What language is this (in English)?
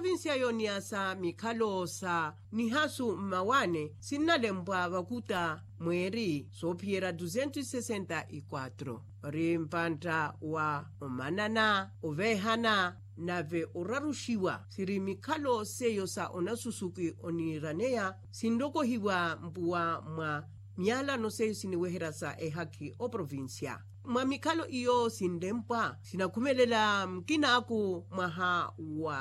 Makhuwa